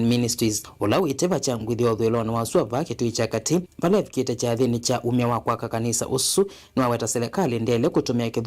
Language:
Kamba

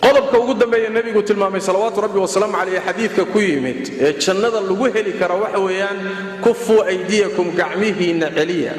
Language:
Somali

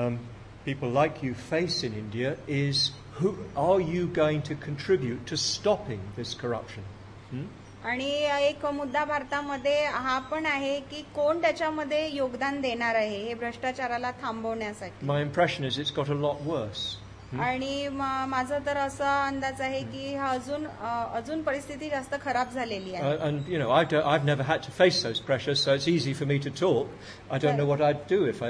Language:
Marathi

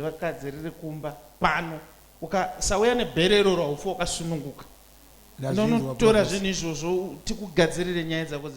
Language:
Shona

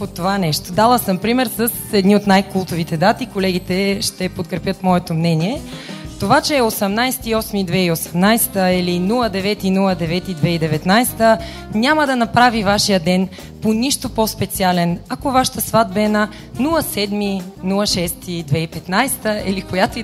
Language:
Bulgarian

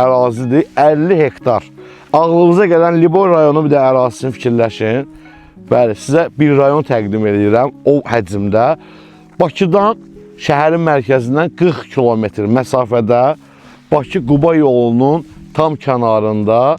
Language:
Azerbaijani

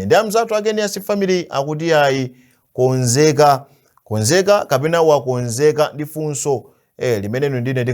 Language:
Nyanja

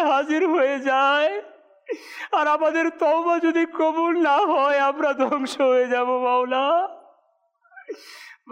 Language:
Bangla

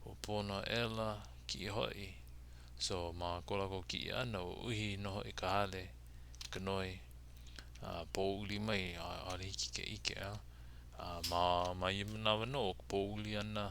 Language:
Hawaiian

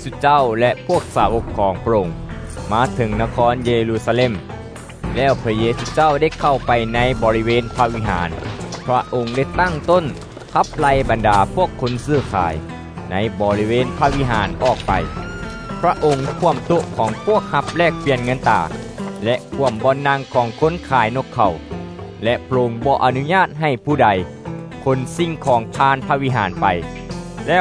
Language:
Thai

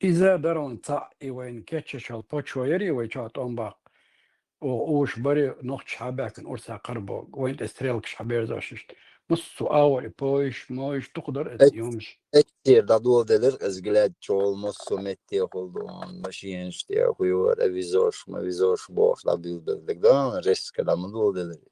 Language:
Chechen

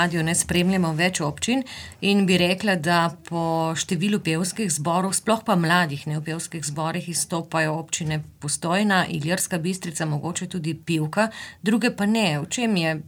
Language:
Slovenian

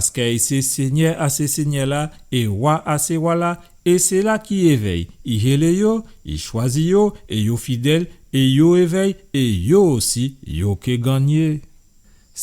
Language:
Guadeloupean Creole French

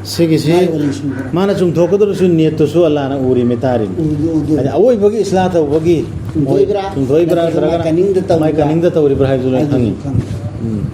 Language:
Manipuri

